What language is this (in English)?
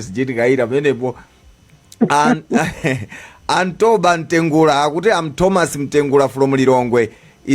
Nyanja